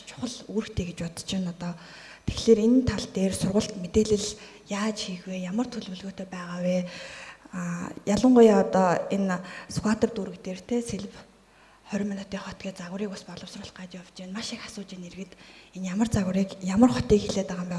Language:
Mongolian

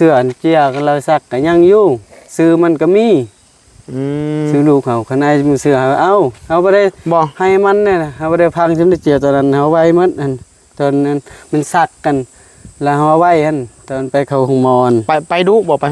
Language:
Northeastern Thai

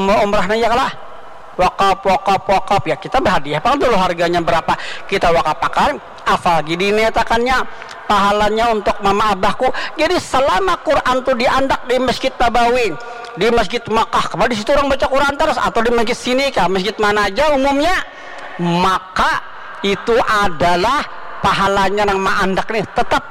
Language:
Banjar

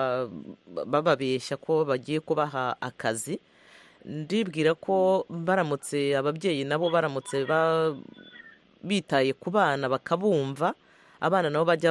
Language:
Kinyarwanda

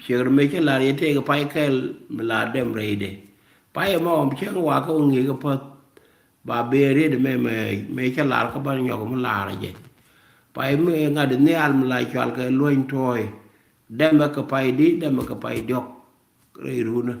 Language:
Nuer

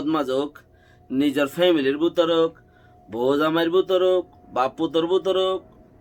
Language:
Rohingya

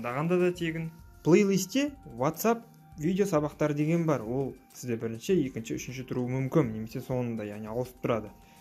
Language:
Kazakh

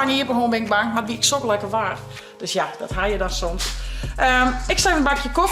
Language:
Western Frisian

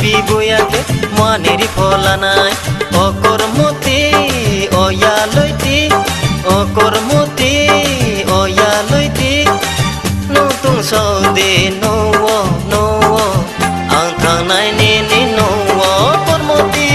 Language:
Riang (India)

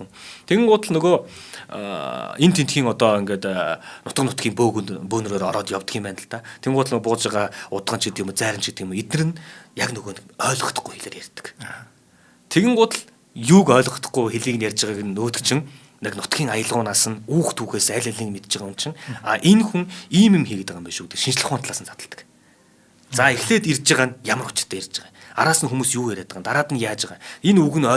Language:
Mongolian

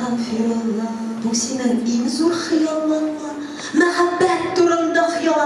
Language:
Tatar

